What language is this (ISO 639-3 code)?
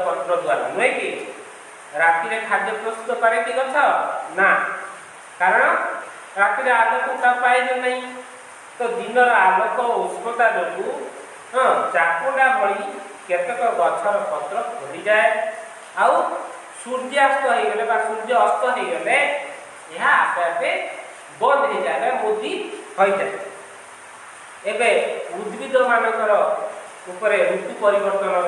ori